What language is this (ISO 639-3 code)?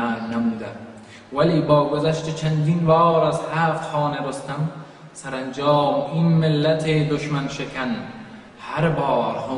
tgk